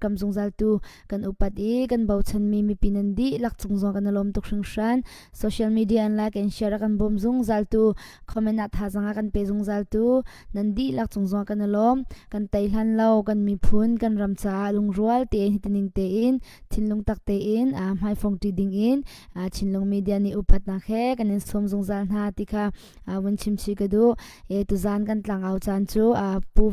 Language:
Hakha Chin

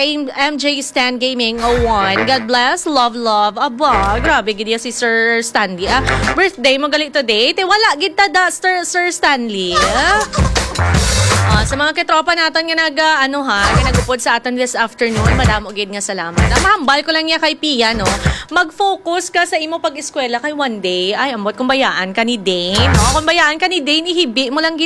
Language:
Hiligaynon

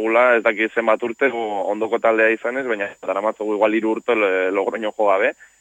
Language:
Basque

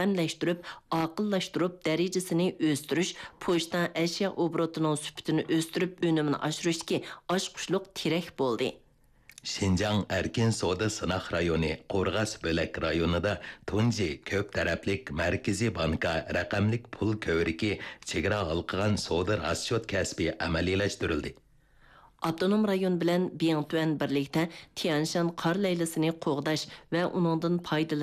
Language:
Uyghur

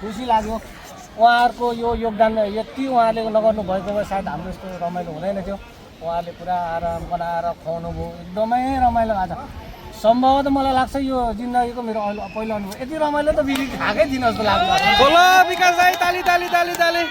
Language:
Nepali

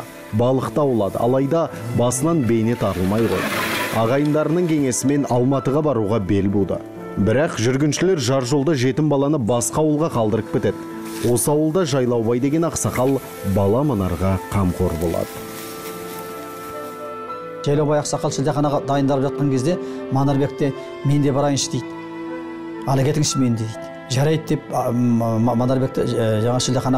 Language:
Kazakh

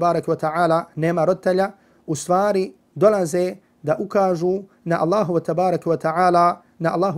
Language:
Bosnian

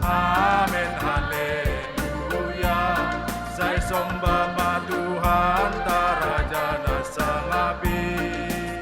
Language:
Batak Simalungun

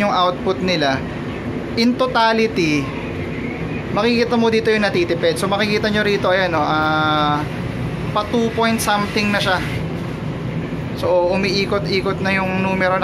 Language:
Filipino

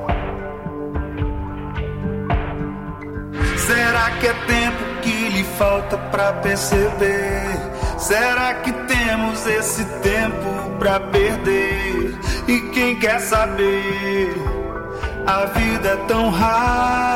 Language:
Portuguese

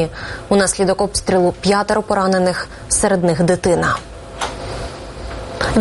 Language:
Ukrainian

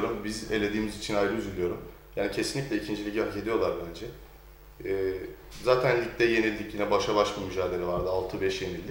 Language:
Turkish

